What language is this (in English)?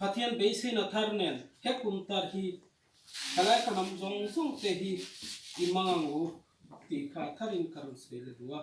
Mizo